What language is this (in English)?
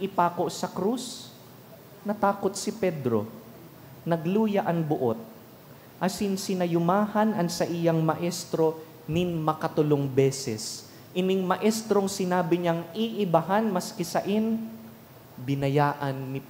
Bikol